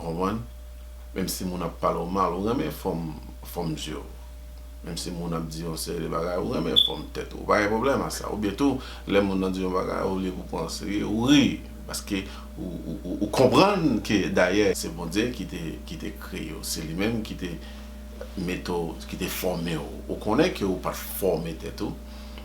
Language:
Haitian Creole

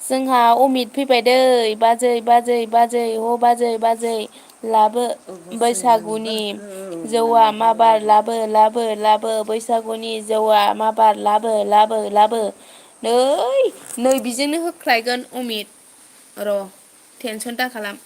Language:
Bodo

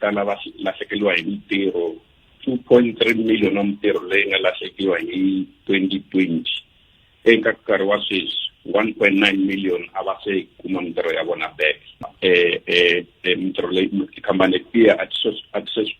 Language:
Tsonga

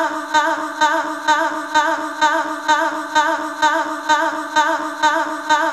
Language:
Danish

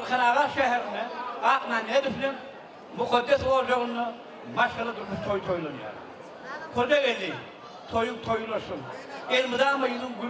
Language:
Turkmen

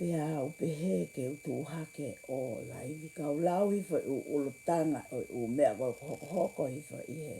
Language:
Tongan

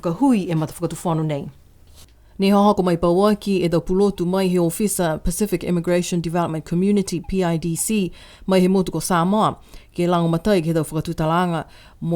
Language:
Niuean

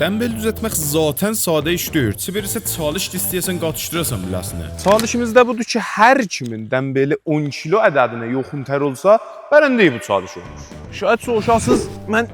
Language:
South Azerbaijani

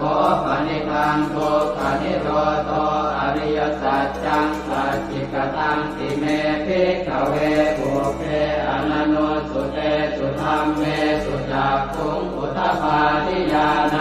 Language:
Pali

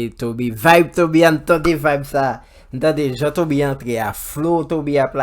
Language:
Haitian Creole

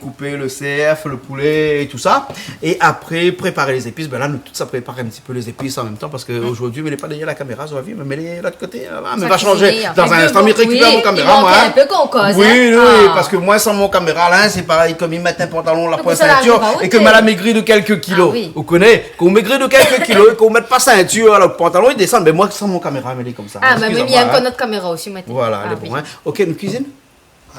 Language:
Réunion Creole French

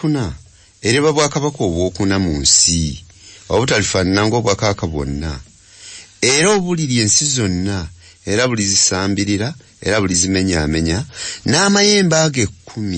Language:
Ganda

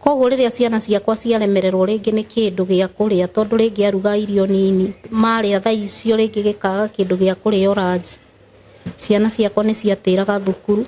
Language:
Kikuyu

